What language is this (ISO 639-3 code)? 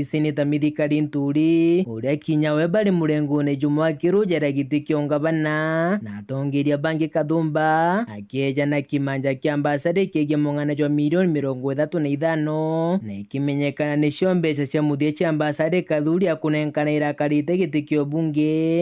mer